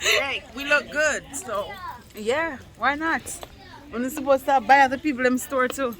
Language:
Jamaican Creole English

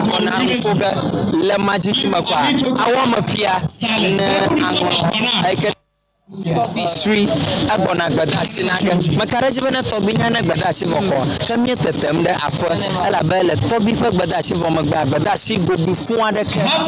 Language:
Ewe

